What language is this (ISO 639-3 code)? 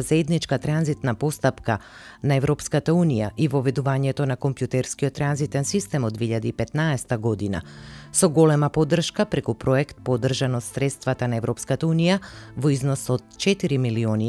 mkd